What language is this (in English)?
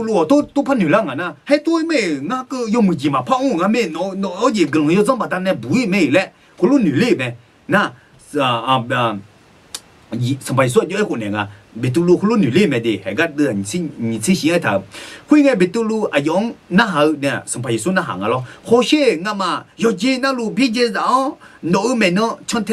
Akha